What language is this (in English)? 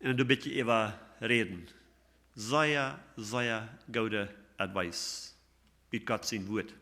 Plautdietsch